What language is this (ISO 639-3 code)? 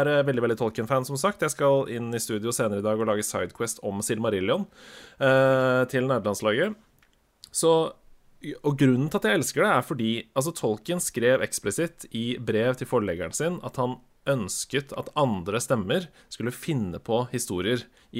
nor